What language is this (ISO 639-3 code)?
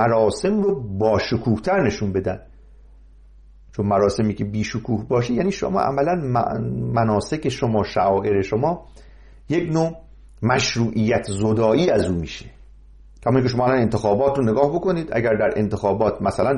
fas